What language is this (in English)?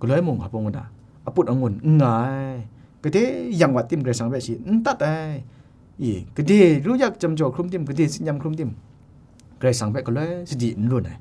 Kachin